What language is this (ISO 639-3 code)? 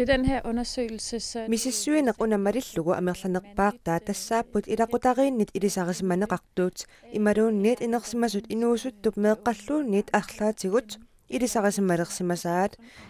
kal